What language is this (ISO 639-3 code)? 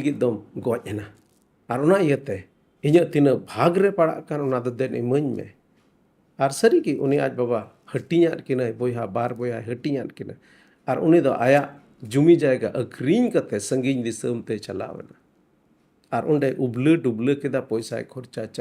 sat